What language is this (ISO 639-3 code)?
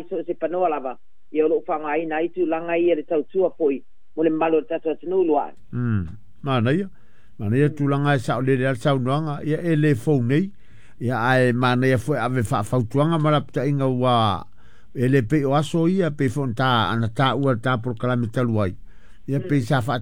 smo